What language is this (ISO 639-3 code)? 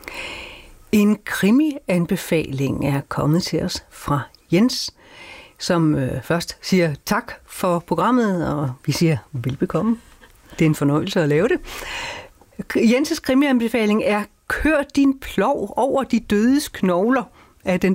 dan